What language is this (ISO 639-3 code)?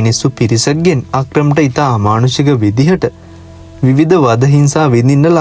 sin